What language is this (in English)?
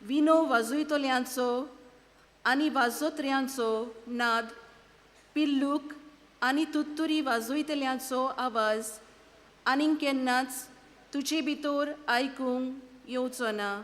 Konkani